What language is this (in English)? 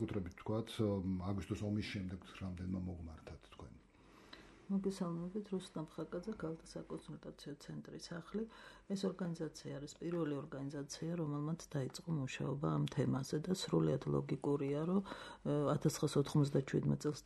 Georgian